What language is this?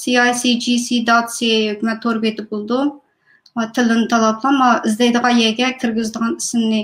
Uyghur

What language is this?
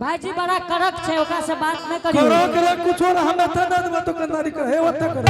Angika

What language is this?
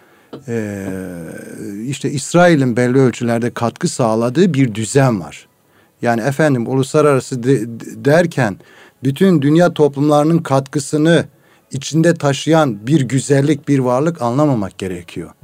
Turkish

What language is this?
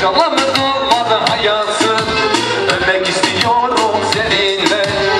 Turkish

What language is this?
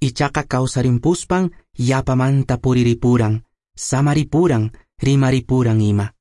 Quechua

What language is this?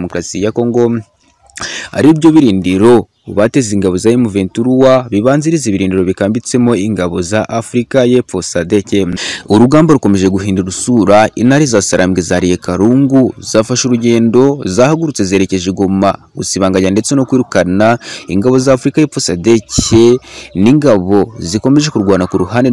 Kinyarwanda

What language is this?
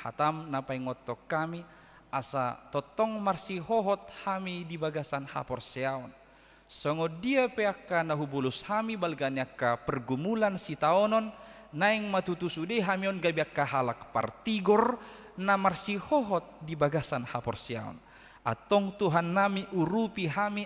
Batak Toba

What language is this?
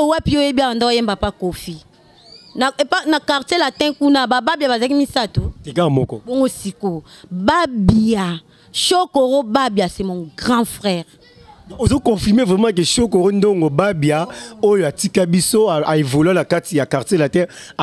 Lingala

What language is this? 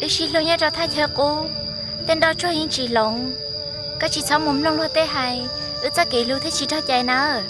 Hmong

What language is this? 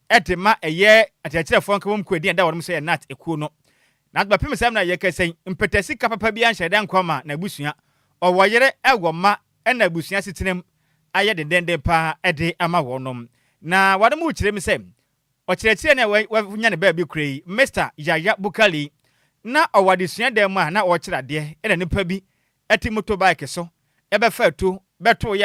Akan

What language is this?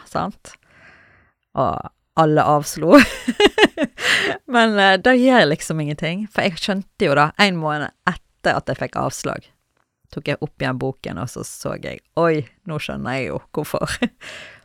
Norwegian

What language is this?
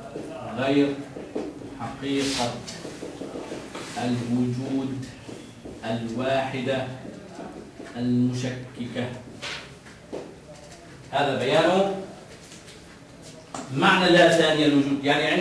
Arabic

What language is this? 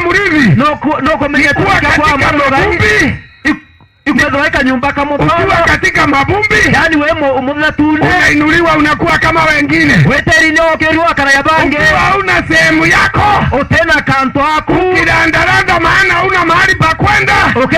Meru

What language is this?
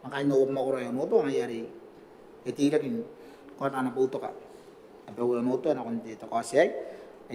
Gilbertese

